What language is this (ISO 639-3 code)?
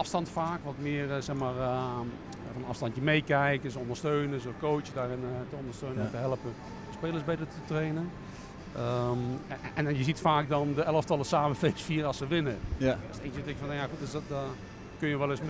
nld